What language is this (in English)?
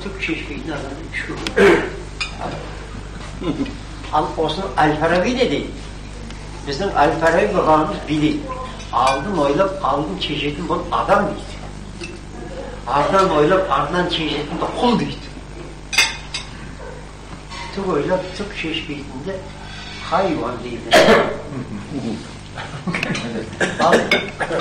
Kazakh